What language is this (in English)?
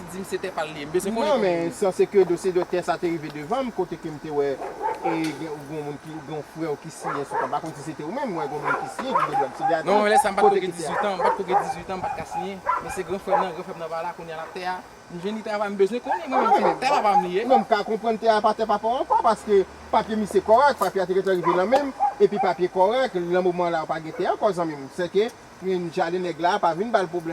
Haitian Creole